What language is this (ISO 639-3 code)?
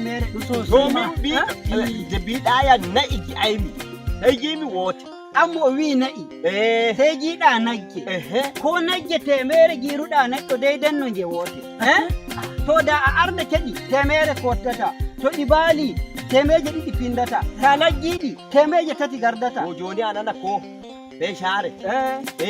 fuv